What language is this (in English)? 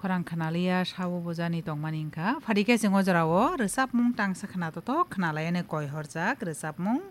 Kok Borok